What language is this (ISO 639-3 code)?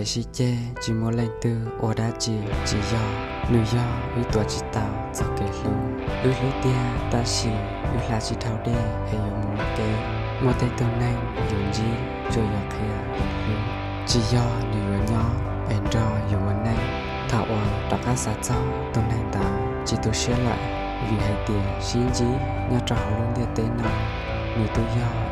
hmn